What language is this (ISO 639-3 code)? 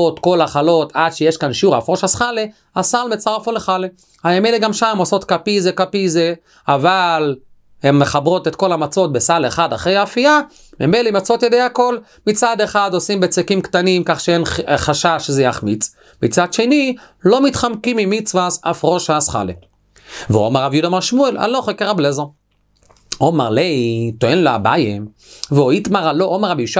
heb